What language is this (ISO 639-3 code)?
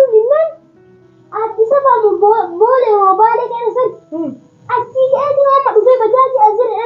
orm